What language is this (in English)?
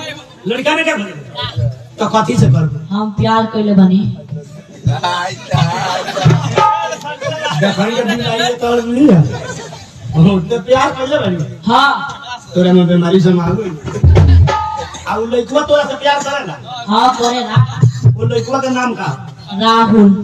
Bhojpuri